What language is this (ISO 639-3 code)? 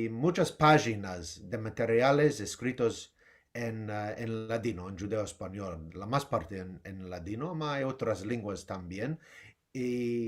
lad